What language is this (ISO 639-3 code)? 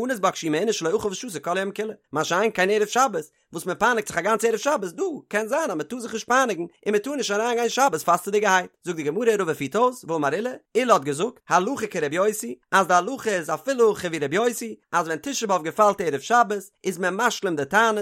yid